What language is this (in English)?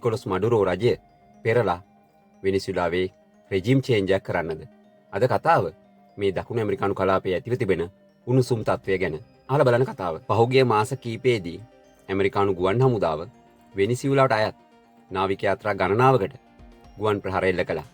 Sinhala